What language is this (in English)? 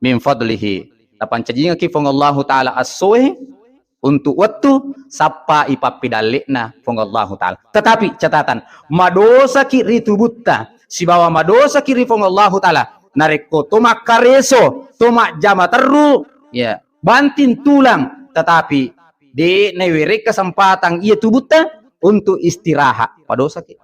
Buginese